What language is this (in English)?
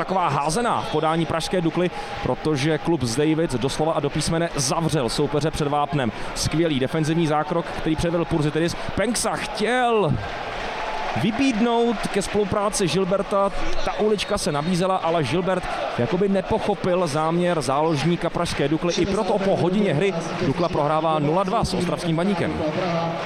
Czech